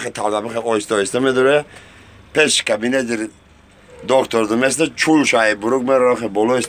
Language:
Tajik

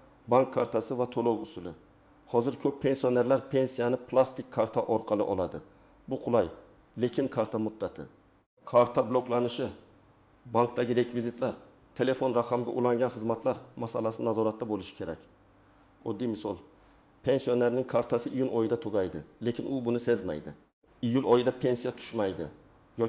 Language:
Uzbek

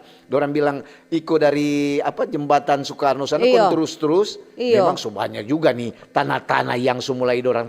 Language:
Manado Malay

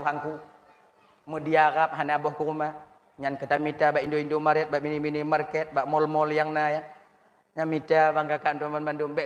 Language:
Achinese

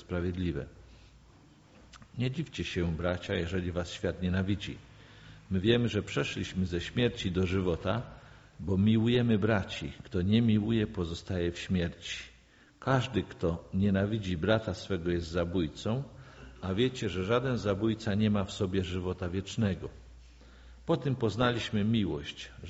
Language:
Polish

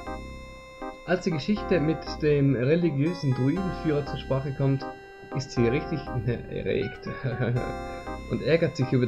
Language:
German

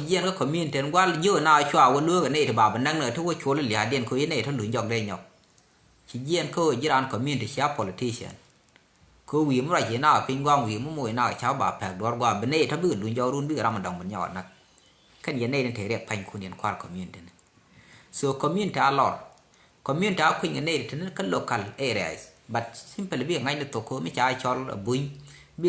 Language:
Nuer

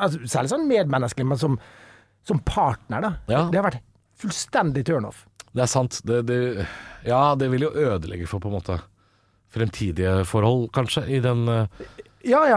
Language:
Norwegian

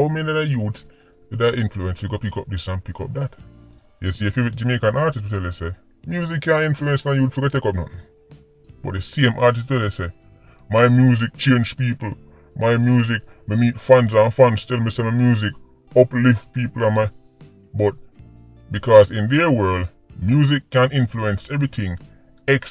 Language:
Jamaican Creole English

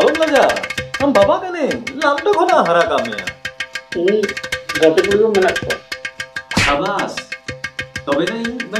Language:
Santali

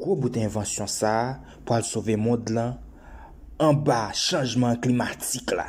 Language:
Haitian Creole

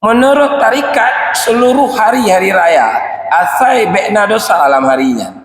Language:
Achinese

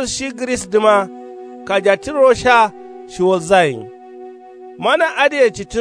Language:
Kanuri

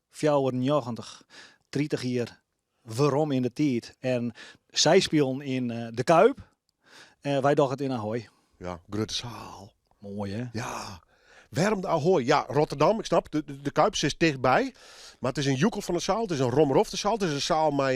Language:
Western Frisian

